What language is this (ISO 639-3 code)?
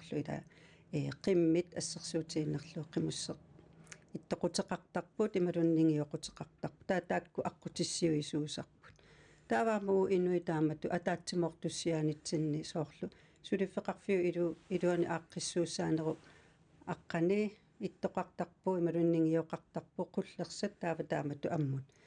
kal